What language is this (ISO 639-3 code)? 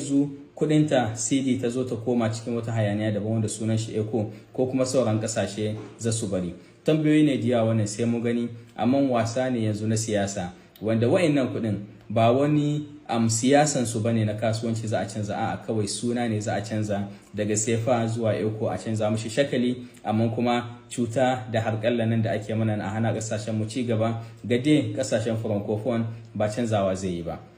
hau